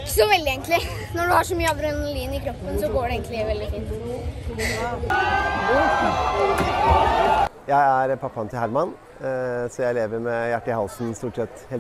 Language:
Norwegian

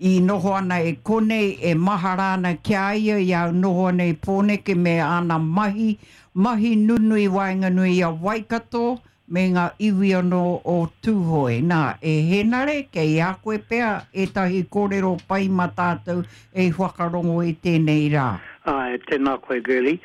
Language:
Māori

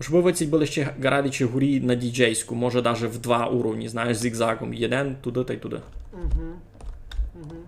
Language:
Rusyn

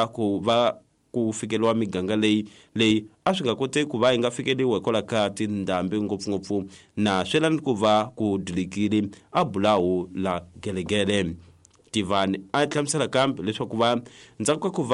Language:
Tsonga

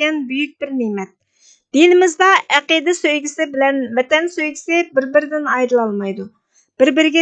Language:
Uyghur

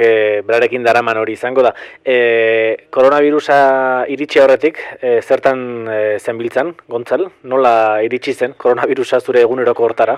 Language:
Basque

